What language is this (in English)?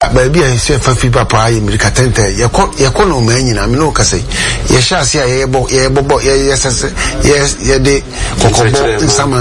Akan